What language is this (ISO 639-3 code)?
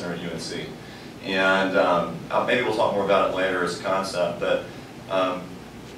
eng